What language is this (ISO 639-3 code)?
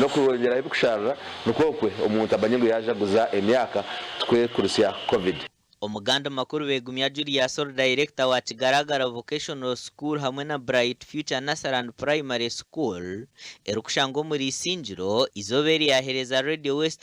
nyn